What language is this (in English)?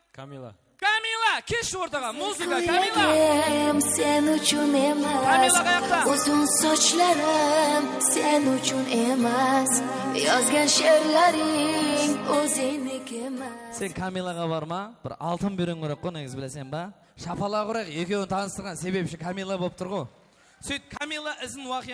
Kara-Kalpak